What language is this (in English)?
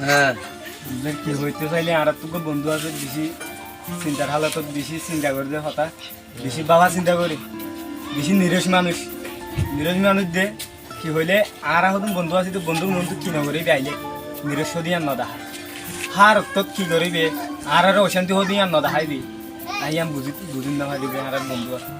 Rohingya